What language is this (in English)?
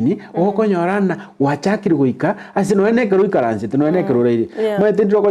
Gusii